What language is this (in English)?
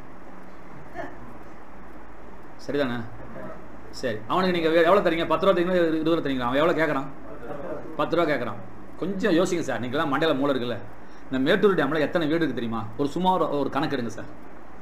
Tamil